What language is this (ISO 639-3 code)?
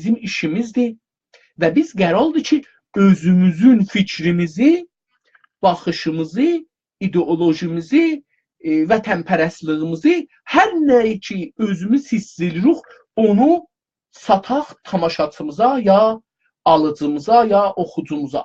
azb